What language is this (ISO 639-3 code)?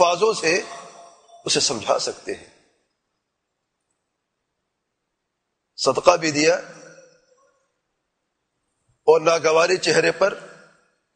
urd